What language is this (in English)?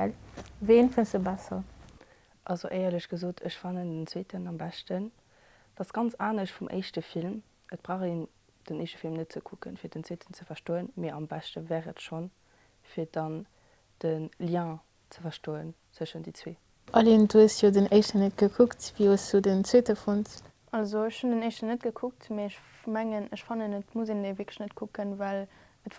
Luxembourgish